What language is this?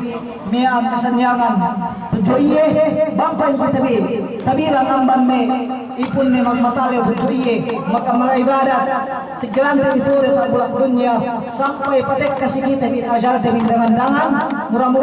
Yakan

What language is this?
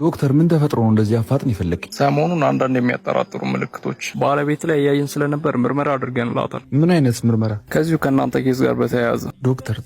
Amharic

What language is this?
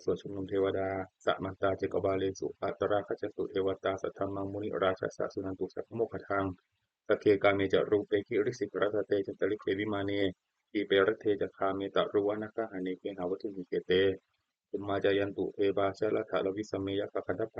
Pali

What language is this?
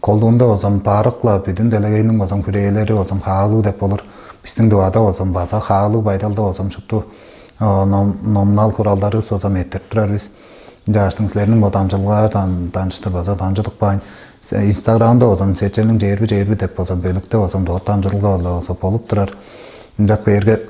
Tuvinian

